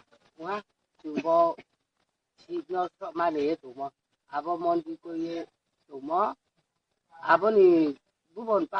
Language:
Riang (India)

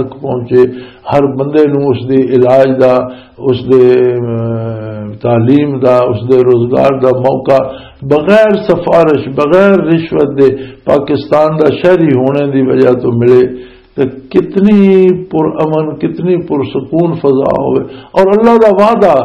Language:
Western Panjabi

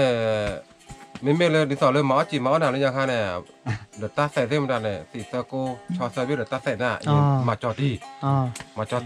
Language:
S'gaw Karen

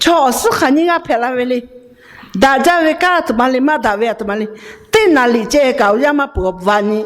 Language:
Lahu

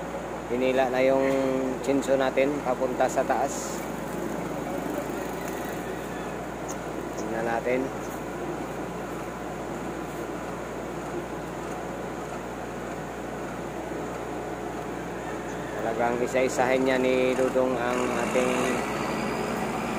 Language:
Filipino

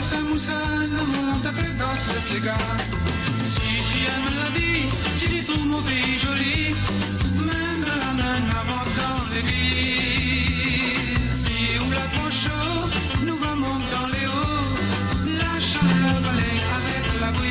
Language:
Morisyen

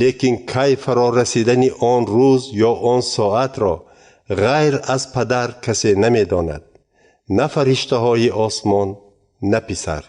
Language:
Tajik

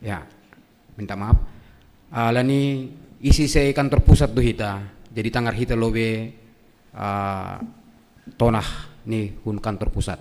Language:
Batak Simalungun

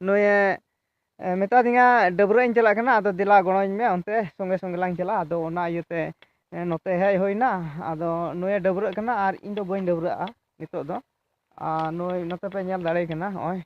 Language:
Santali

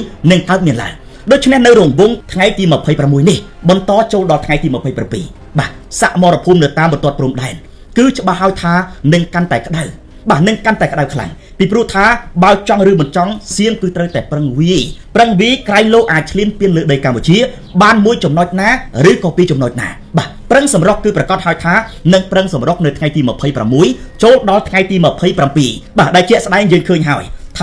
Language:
Khmer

